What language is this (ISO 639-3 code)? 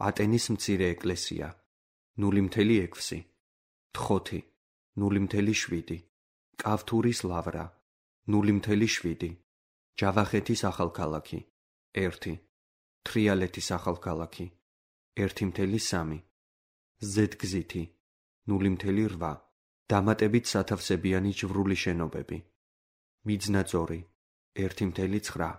kat